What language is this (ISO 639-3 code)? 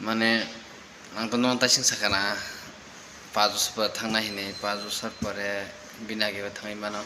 trp